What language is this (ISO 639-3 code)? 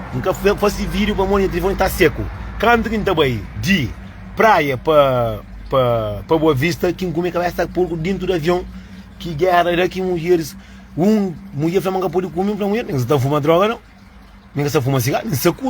kea